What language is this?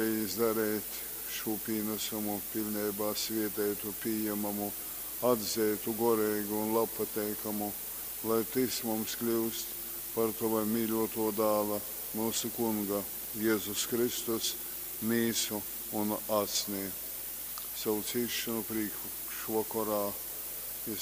Latgalian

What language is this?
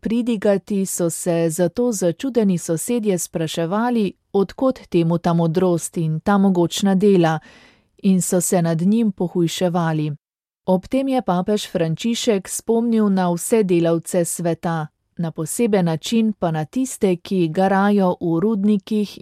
Slovenian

